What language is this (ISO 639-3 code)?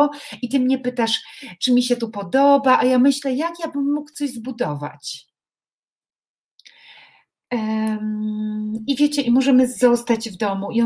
pol